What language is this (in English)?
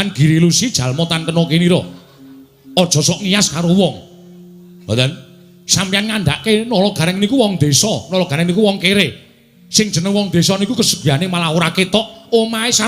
Javanese